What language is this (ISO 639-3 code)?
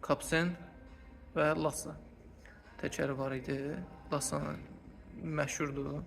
aze